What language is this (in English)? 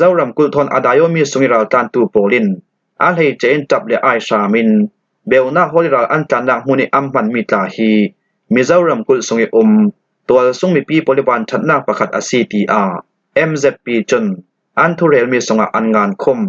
Falam Chin